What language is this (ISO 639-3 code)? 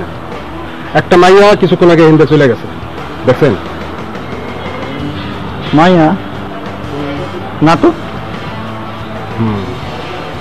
ben